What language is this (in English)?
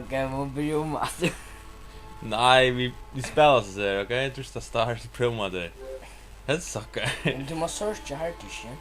Faroese